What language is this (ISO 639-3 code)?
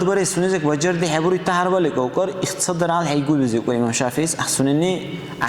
dar